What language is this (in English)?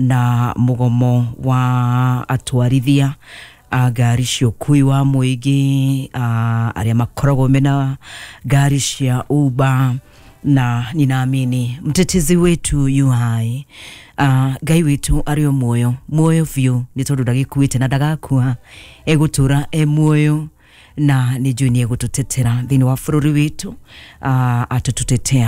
Kikuyu